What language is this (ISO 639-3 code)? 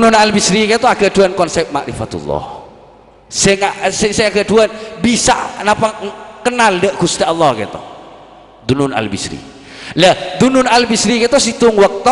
mad